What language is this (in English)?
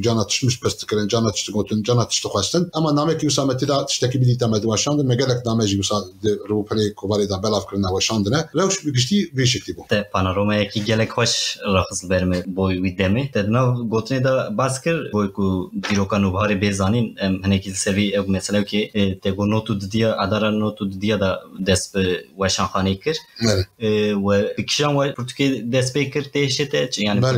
Kurdish